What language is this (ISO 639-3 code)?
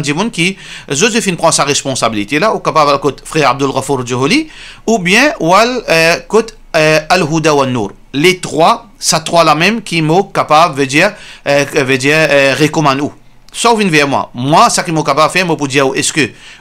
mfe